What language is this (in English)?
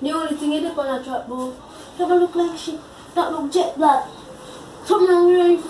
Jamaican Creole English